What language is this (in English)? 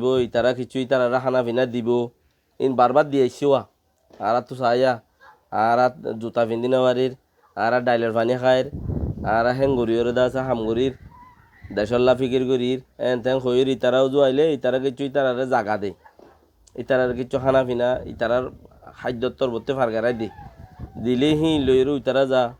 Rohingya